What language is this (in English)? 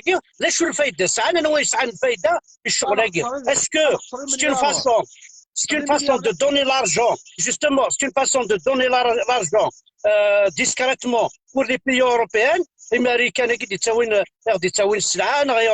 Kabyle